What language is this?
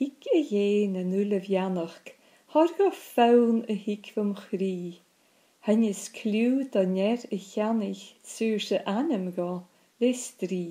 Scottish Gaelic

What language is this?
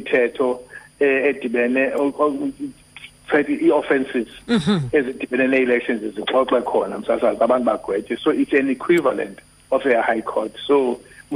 Xhosa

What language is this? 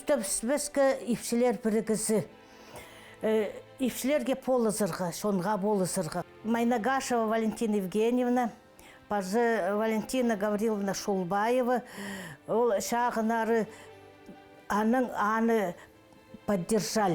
Khakas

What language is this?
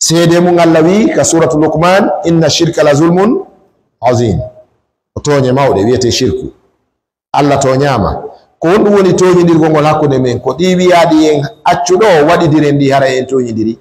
Fula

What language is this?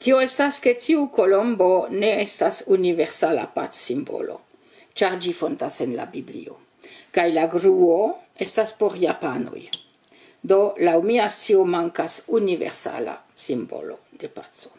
Esperanto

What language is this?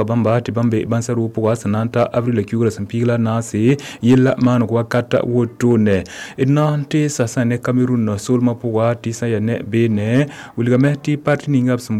Mossi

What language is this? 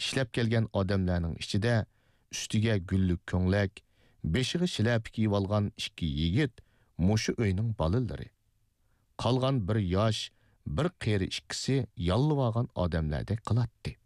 Uyghur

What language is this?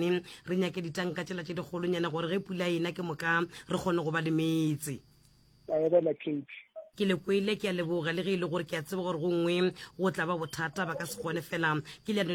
Northern Sotho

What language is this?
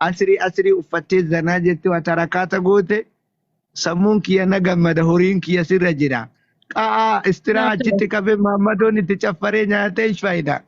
Oromo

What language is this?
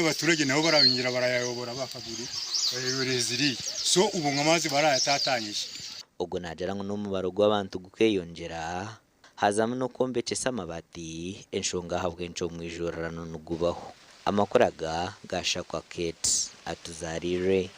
Nyankole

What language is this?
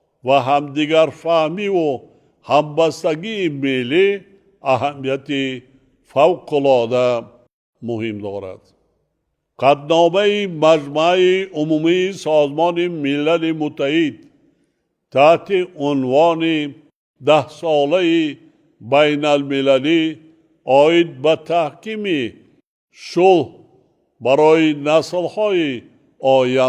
Tajik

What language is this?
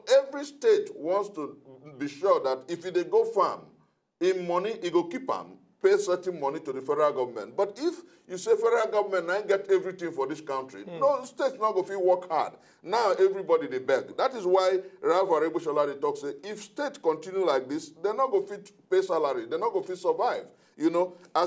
Nigerian Pidgin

